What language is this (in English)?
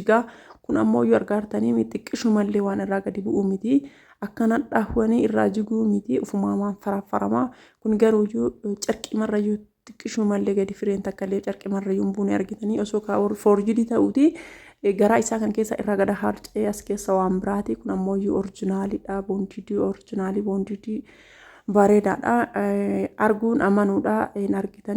Oromo